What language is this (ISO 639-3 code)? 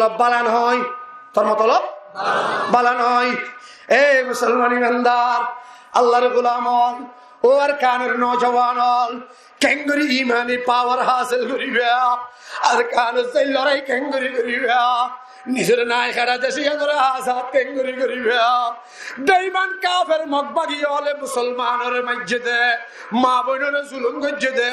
rhg